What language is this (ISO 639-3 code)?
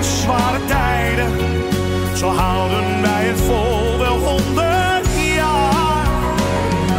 nld